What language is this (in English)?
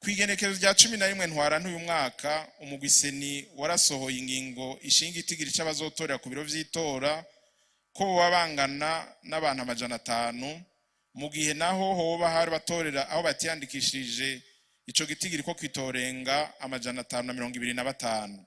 Rundi